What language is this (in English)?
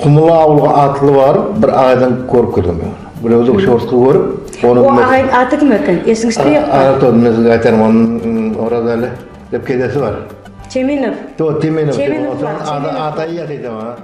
Nogai